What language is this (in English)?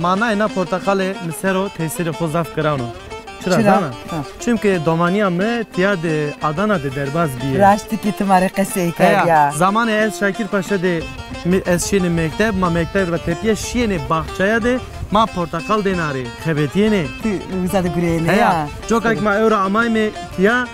Zaza